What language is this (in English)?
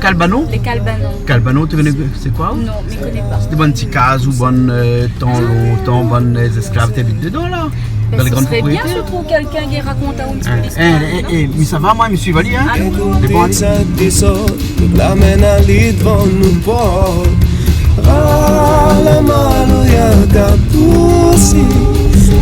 Réunion Creole French